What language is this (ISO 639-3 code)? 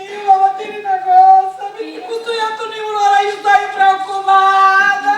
scn